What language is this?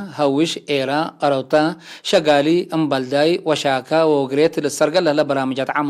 Tigre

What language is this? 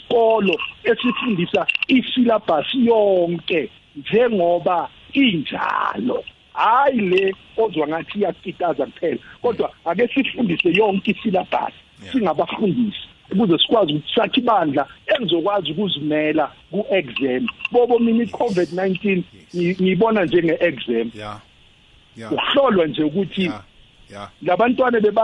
South Ndebele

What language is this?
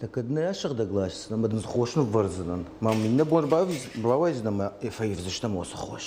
Ossetic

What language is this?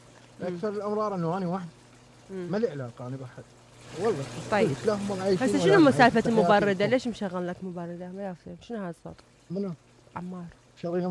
Mesopotamian Arabic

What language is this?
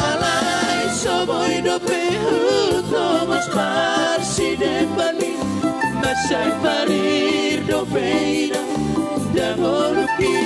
Batak Toba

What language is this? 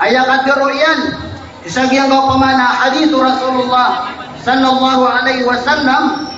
Maranao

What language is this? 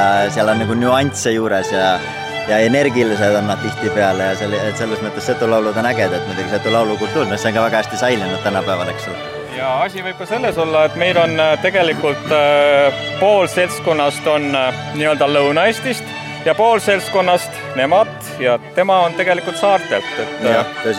Estonian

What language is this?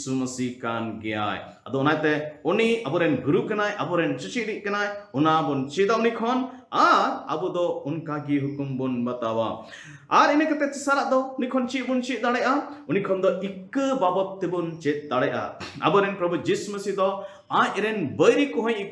Santali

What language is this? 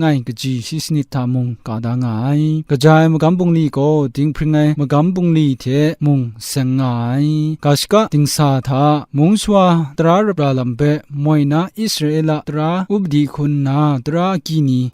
Kachin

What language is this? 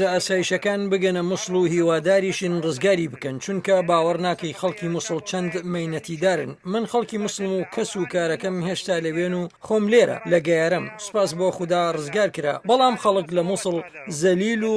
Central Kurdish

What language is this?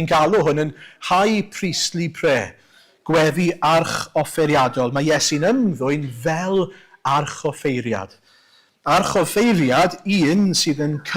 Welsh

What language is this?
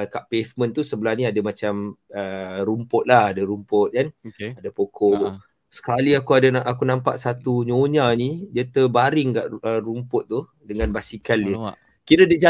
Malay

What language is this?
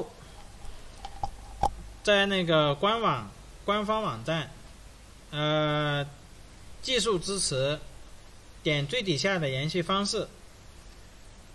Chinese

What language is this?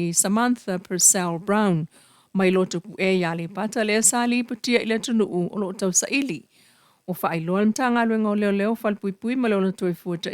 Samoan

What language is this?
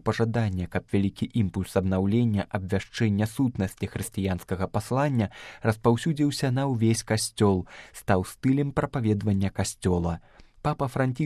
Belarusian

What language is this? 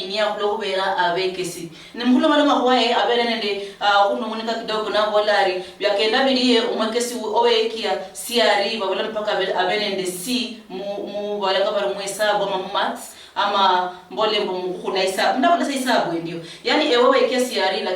Luyia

